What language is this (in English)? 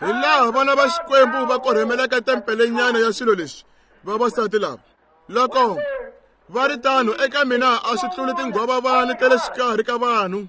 Tsonga